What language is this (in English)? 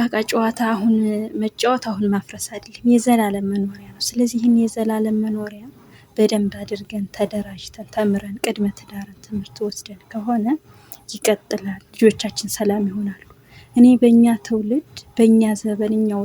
Amharic